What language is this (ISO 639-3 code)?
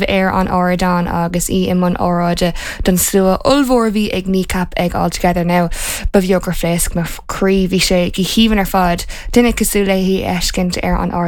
gle